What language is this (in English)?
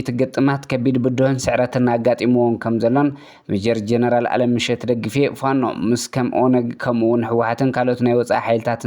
Tigrinya